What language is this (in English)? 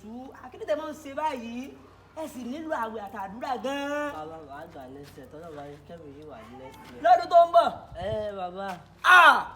Yoruba